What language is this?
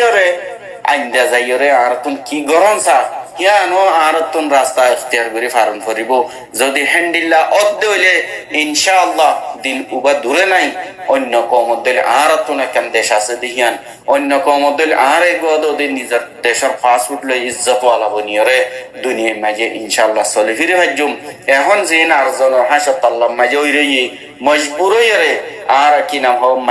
Rohingya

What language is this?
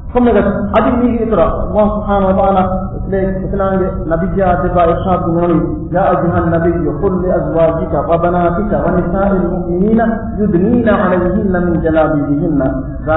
Divehi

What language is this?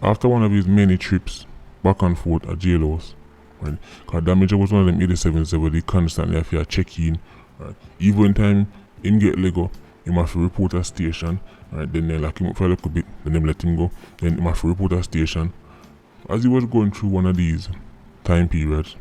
Jamaican Creole English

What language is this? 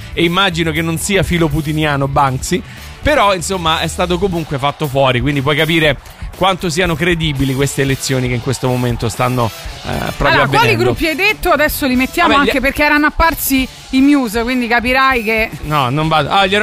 Italian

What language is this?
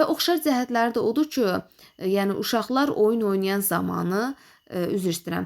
Azerbaijani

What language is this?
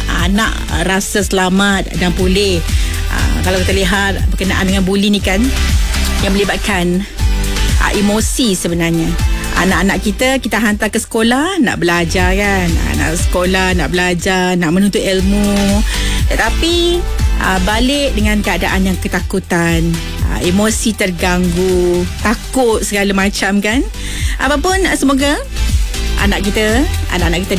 Malay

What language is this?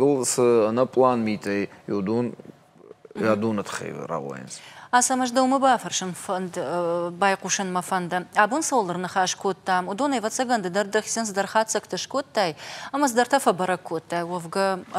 Ossetic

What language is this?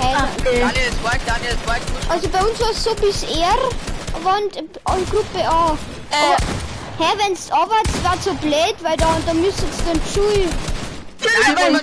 Bavarian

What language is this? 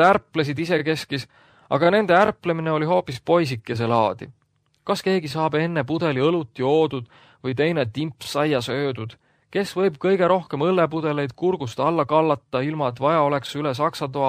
Estonian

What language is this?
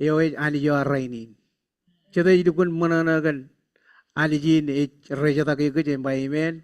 Marshallese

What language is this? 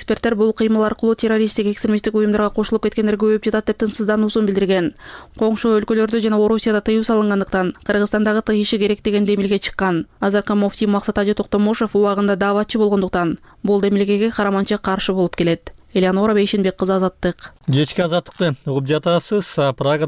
Kyrgyz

